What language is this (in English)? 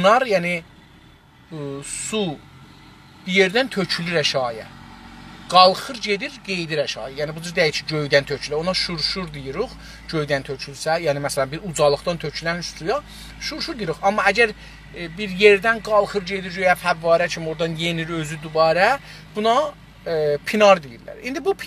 South Azerbaijani